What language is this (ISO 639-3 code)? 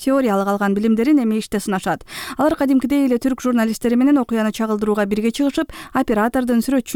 kir